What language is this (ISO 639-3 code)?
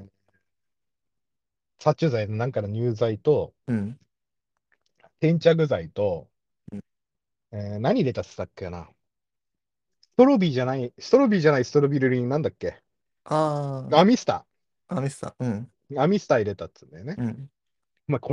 jpn